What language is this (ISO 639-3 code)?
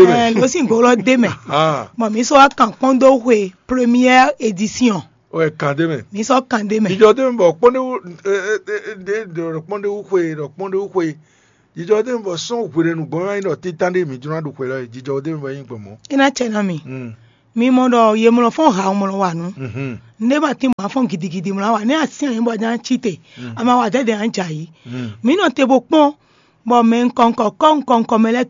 fon